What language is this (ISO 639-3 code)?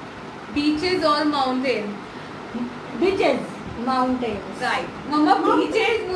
hin